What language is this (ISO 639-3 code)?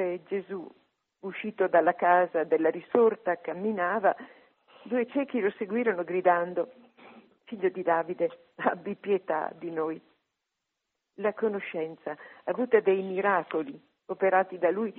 ita